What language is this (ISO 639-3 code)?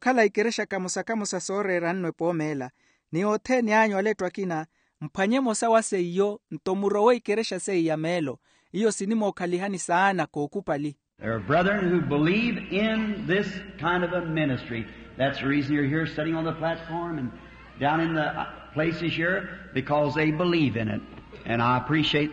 vmw